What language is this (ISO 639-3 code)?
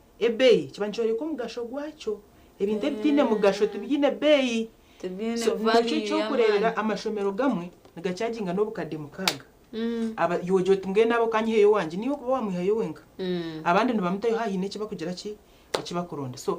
nyn